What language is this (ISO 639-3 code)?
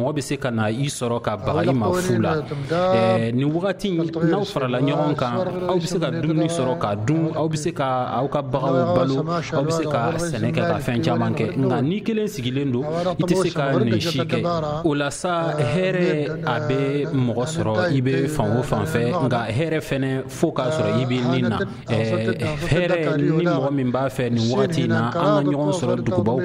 bam